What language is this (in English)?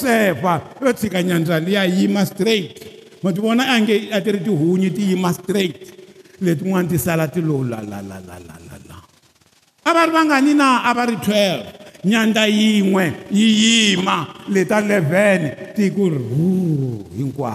Tsonga